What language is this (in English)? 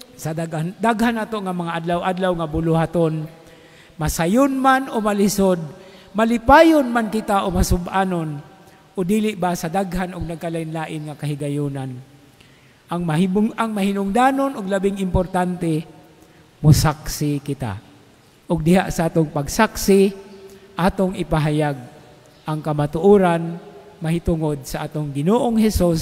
Cebuano